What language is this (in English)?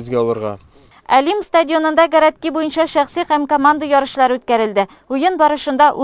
Tatar